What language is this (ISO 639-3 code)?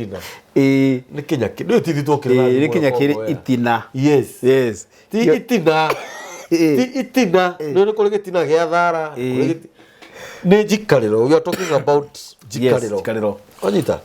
kik